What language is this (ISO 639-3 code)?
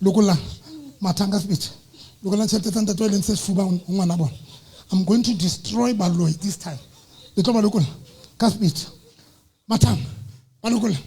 sot